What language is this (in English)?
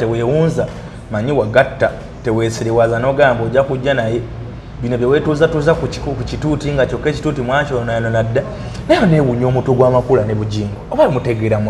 Ganda